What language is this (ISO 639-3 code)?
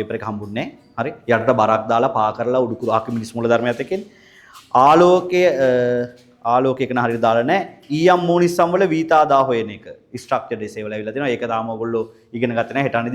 sin